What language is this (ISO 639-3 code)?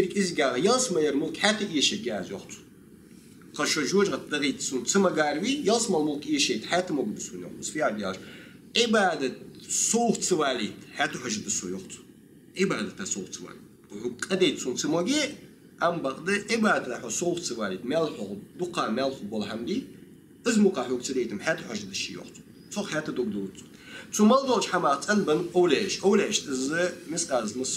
inh